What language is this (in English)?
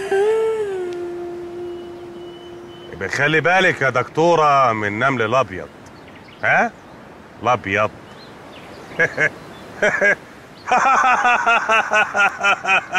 Egyptian Arabic